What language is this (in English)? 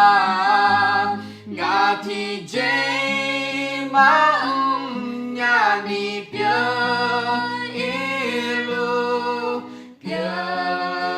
Akha